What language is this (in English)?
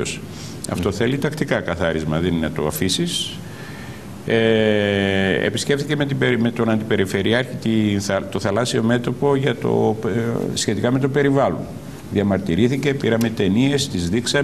Greek